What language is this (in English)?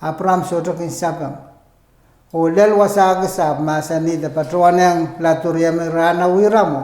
Pohnpeian